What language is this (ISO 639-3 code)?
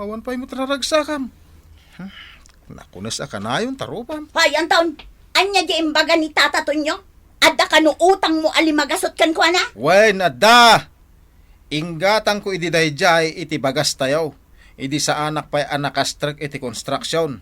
ilo